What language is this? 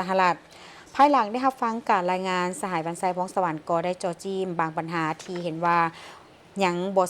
Lao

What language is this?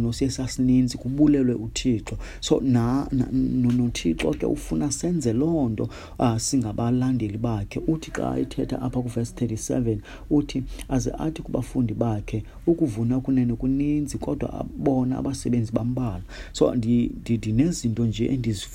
Xhosa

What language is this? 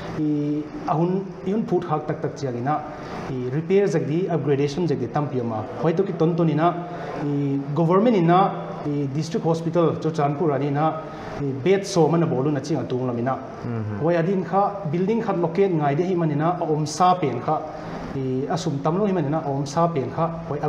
Paite Chin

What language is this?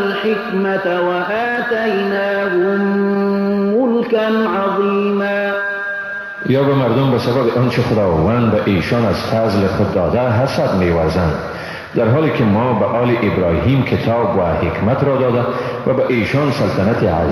Persian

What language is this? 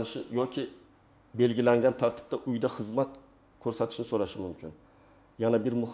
Uzbek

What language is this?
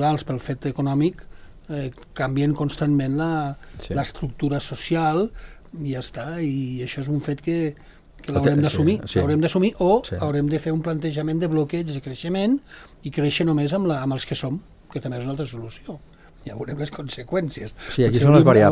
Catalan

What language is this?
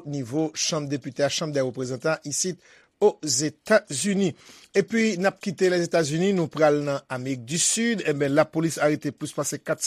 Haitian Creole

